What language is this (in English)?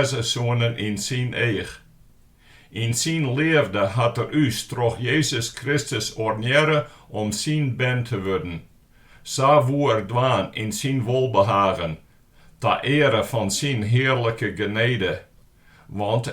Western Frisian